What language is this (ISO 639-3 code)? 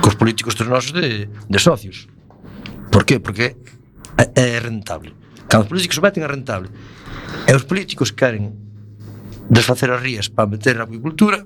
glg